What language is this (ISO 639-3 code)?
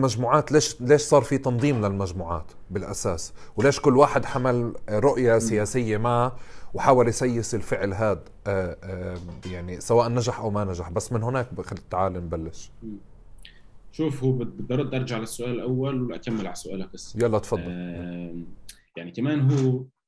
apc